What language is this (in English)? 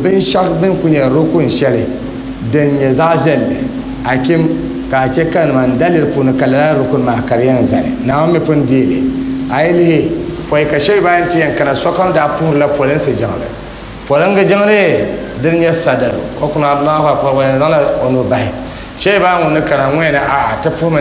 Dagbani